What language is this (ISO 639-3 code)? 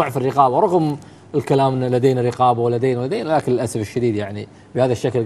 afb